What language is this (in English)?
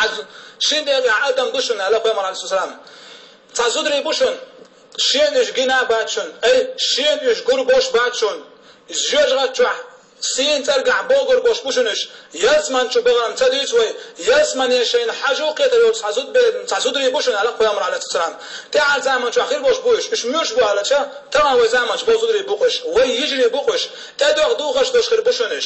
Chechen